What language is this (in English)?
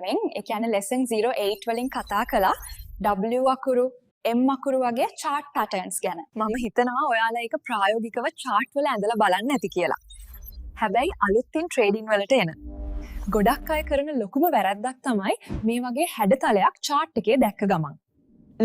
Sinhala